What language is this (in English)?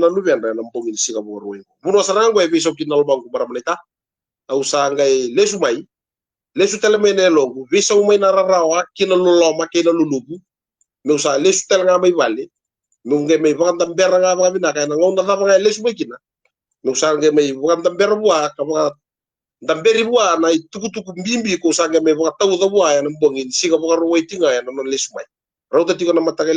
Fijian